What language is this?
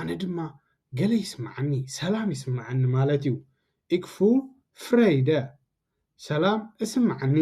Tigrinya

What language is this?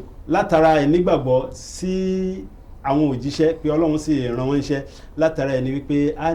Yoruba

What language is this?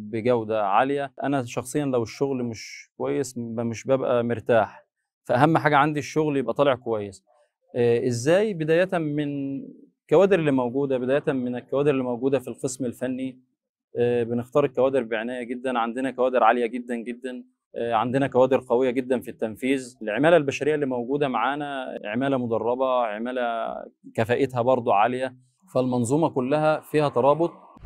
Egyptian Arabic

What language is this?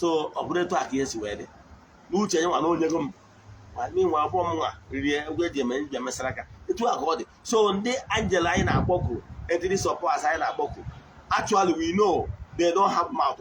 Igbo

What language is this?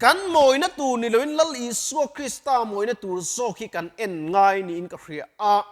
Mizo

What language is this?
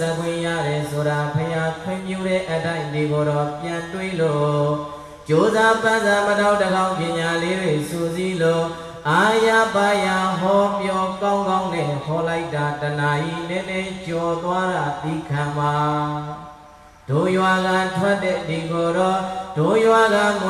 Burmese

